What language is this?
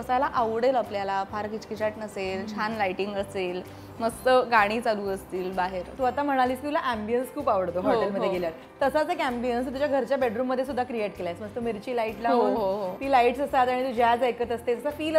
Marathi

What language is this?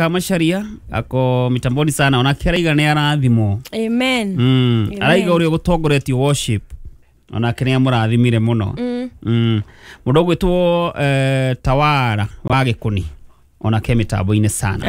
Kikuyu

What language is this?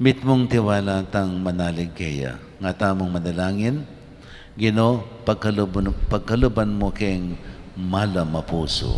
Pampanga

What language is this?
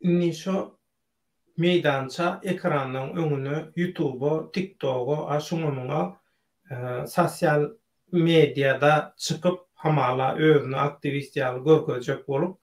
Turkmen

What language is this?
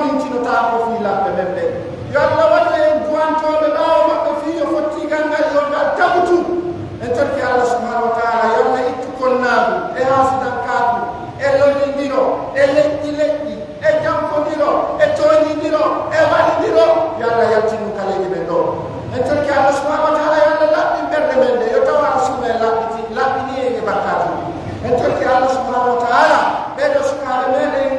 Pular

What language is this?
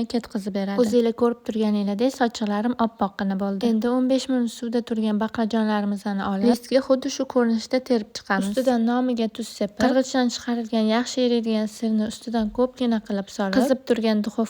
Uzbek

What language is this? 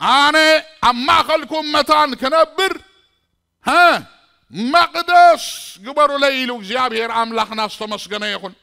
Tigrinya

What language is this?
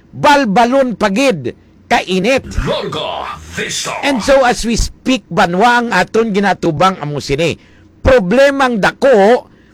Hiligaynon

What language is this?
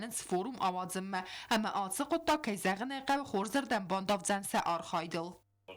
Ossetic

